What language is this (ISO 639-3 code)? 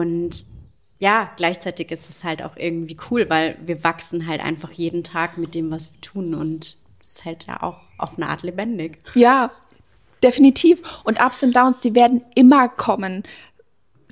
deu